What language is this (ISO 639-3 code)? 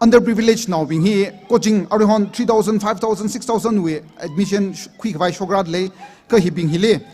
nmf